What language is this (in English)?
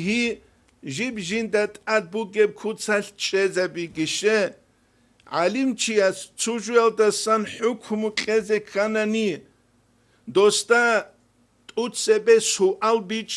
Avaric